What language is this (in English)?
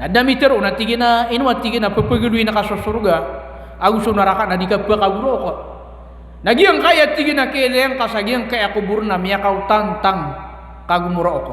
Maranao